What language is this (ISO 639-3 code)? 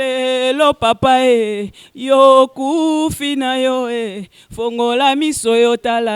lin